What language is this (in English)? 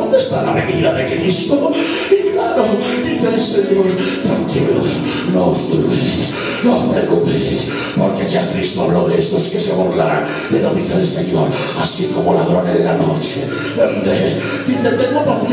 Spanish